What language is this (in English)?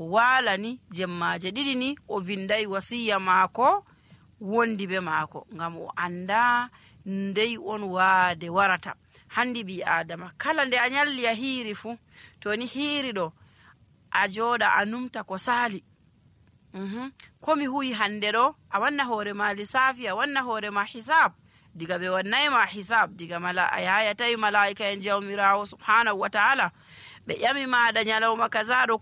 Nigerian Fulfulde